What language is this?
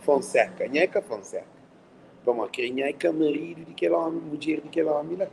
Kabuverdianu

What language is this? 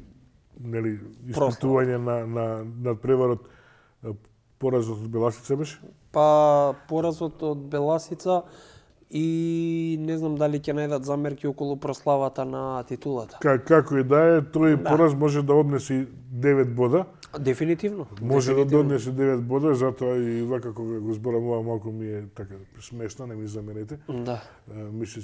Macedonian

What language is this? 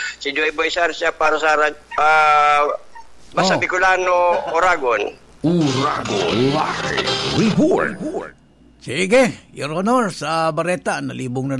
Bikol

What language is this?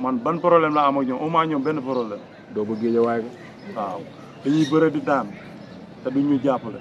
Wolof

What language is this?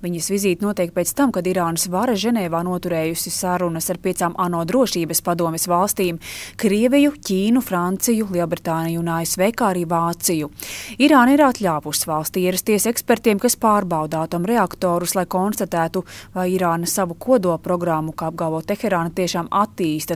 Latvian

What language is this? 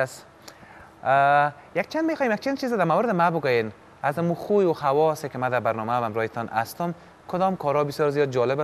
Persian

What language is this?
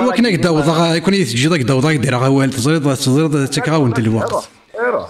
Kabyle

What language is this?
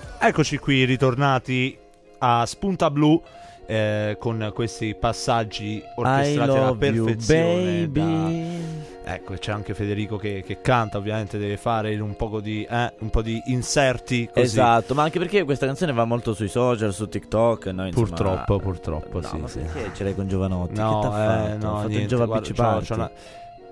Italian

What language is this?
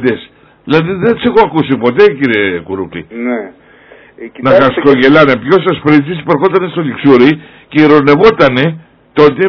Greek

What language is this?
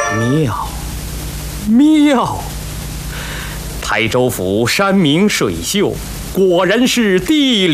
Chinese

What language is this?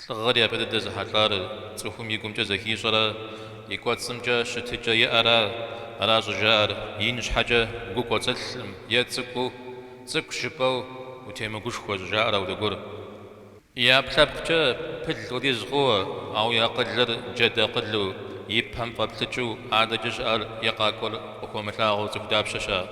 Kabardian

